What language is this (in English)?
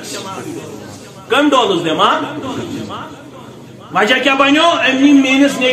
Kashmiri